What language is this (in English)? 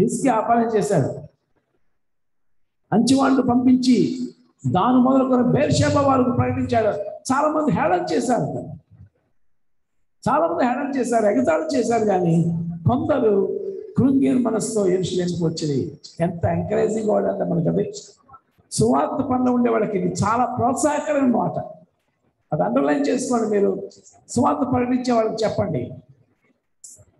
Telugu